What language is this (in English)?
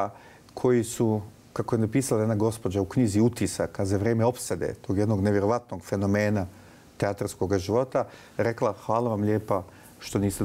Bosnian